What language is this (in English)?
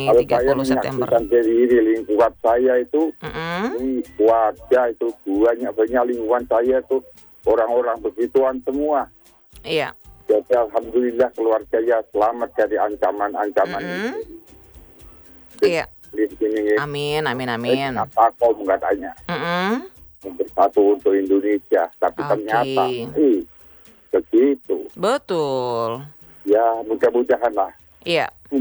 Indonesian